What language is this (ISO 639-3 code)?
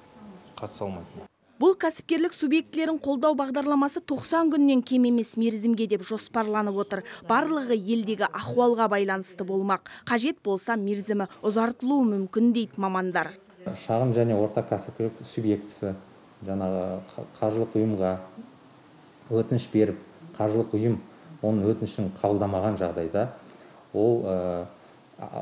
kaz